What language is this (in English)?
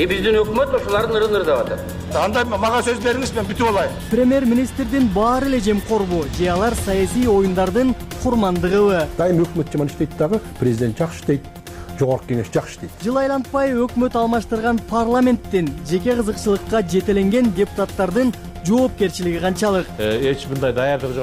Kyrgyz